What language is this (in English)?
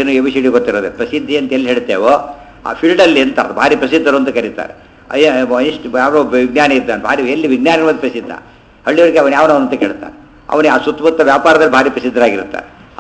Kannada